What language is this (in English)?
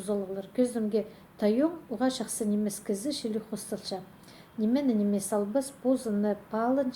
Khakas